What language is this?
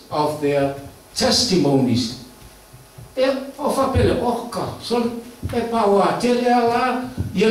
Samoan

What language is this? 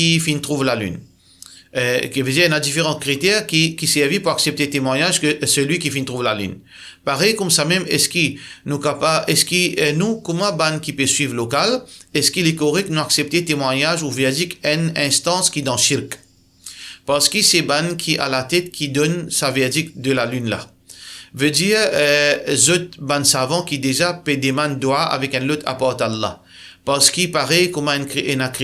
Morisyen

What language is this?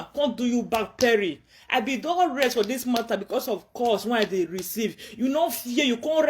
Nigerian Pidgin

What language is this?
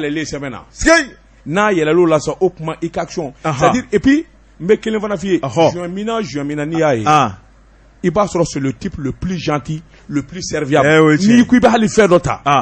Bambara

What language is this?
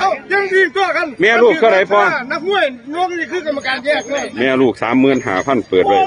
Northeastern Thai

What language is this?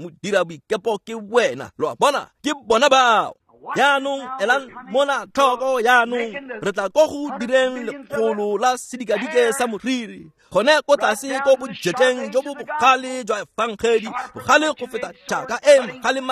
Tswana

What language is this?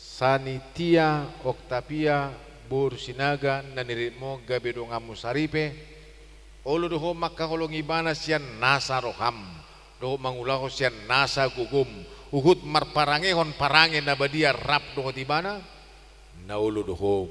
Batak Toba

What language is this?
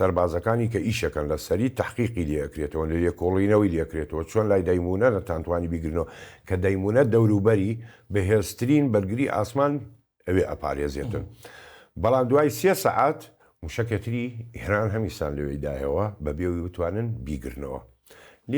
Central Kurdish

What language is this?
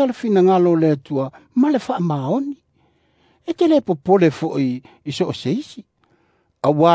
Samoan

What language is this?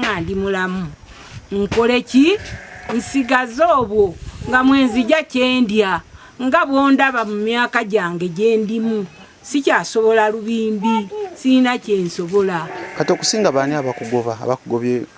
Ganda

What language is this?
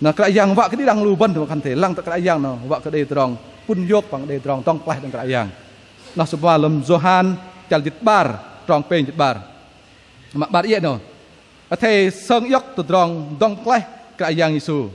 Bahnar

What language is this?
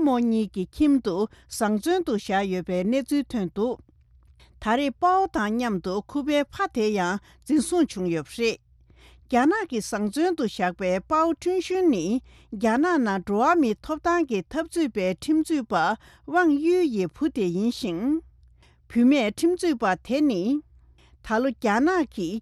Tibetan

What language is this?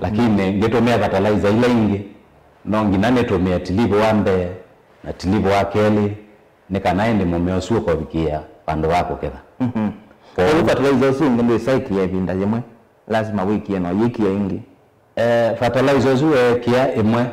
Kamba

